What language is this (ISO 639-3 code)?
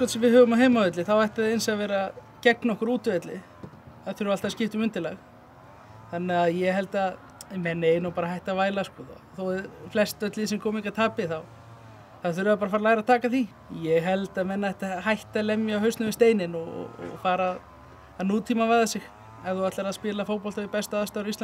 isl